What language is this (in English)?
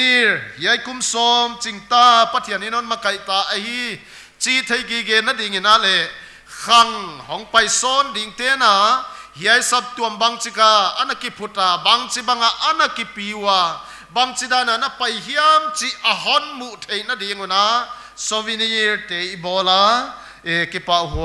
Paite Chin